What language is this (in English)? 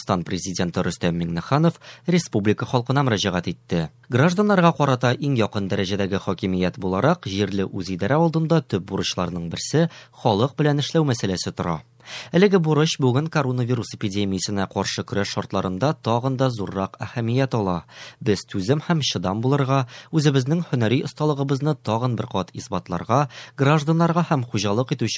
Tatar